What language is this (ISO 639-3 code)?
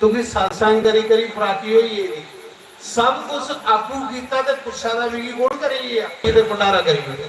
doi